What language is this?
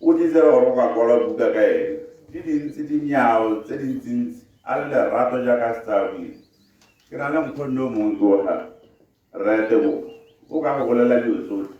Tswana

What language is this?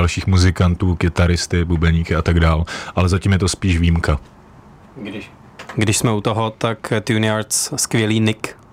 Czech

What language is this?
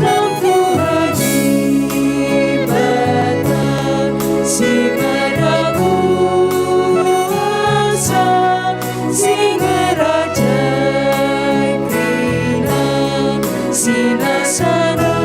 Batak Karo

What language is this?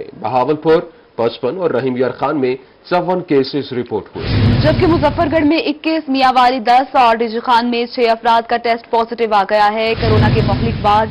Urdu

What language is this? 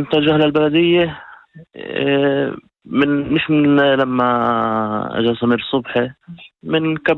North Levantine Arabic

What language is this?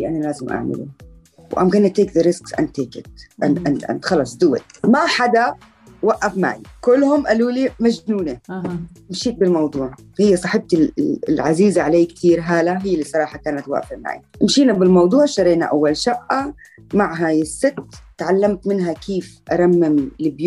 North Levantine Arabic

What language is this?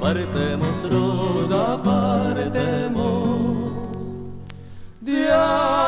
Ladino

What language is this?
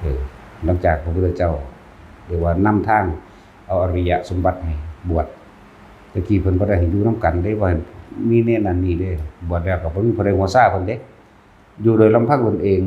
Northeastern Thai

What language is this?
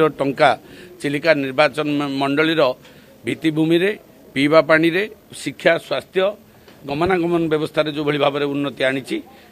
Odia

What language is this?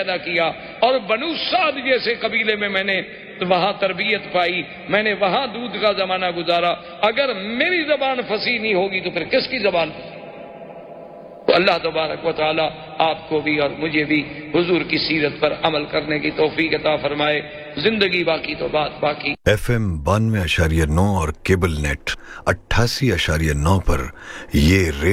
Urdu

